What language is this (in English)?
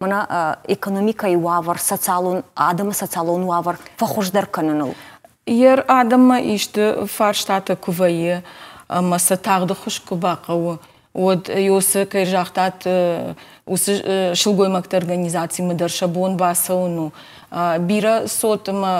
Ossetic